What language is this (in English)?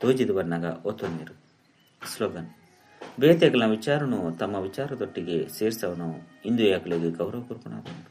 Tulu